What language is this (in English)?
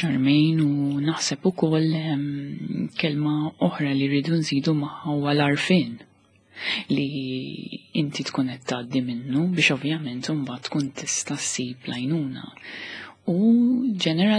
Maltese